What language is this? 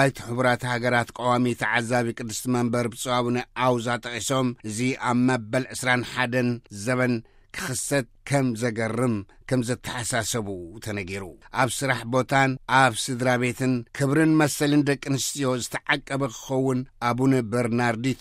Tigrinya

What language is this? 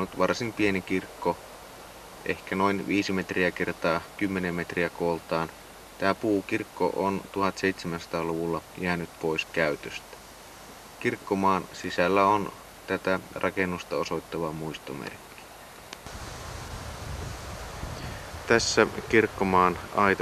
Finnish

